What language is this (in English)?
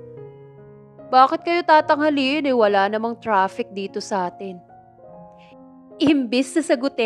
Filipino